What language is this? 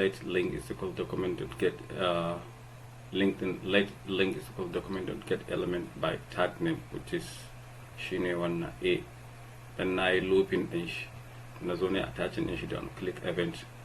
Hausa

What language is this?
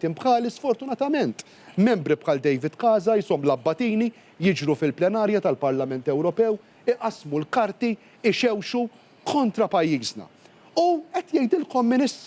Maltese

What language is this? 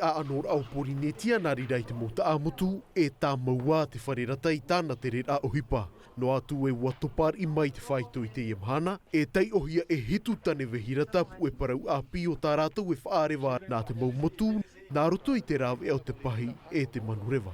Tahitian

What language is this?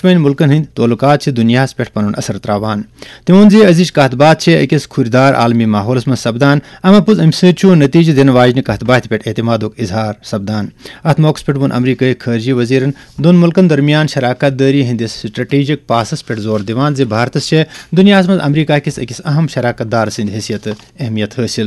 Kashmiri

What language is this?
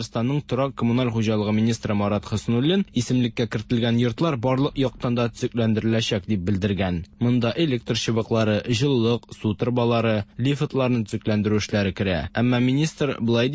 Tatar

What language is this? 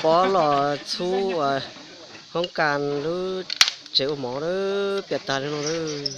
Hmong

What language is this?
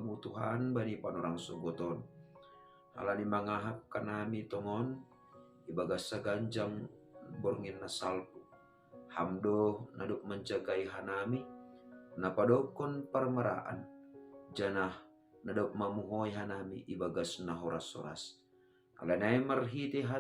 Batak Simalungun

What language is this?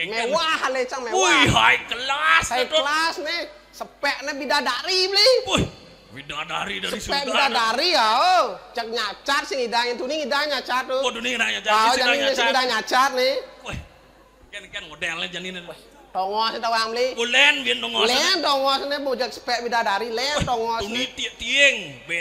Balinese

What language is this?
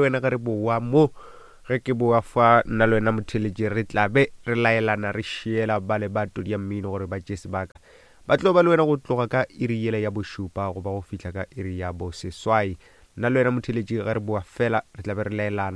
Northern Sotho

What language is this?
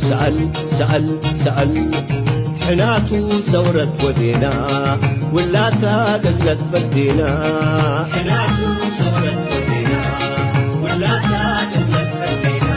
Tigre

